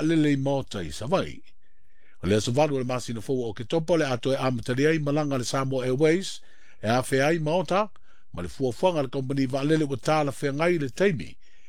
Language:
Samoan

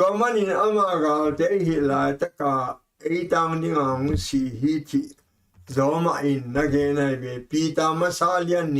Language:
Tedim Chin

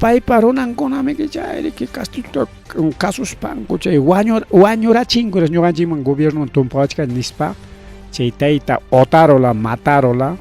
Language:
Ayacucho Quechua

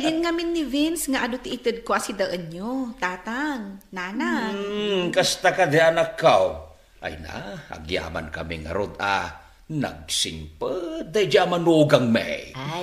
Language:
Iloko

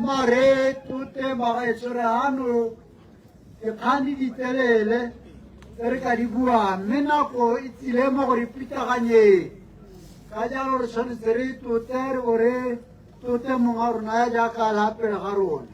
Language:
Tswana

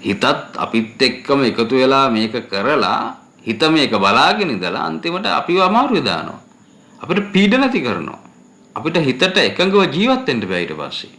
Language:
Sinhala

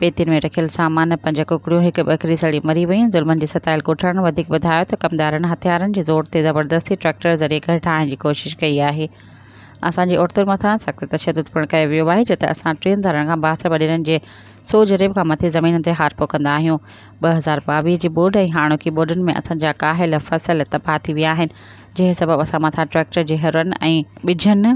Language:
Sindhi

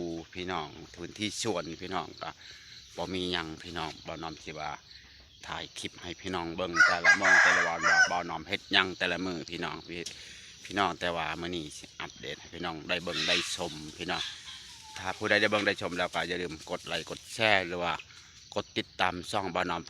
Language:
Lao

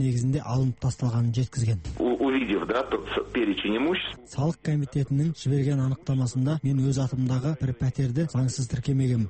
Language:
Kazakh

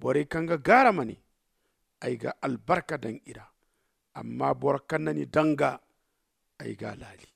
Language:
Zarma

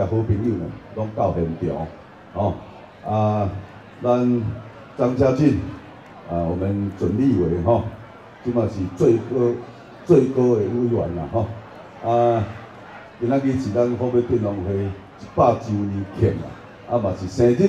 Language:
Min Nan Chinese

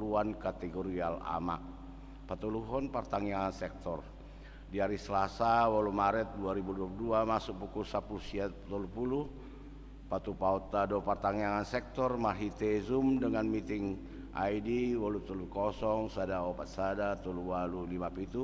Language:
Batak Toba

